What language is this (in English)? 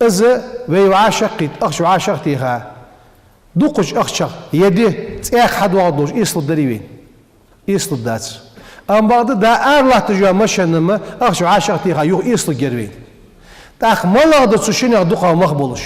Ingush